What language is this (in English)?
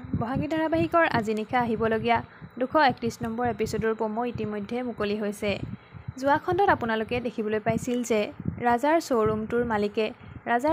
Assamese